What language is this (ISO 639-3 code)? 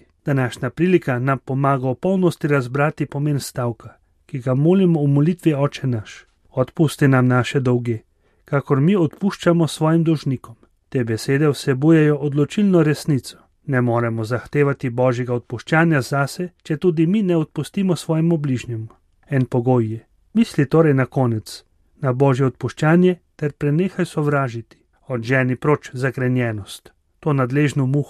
slv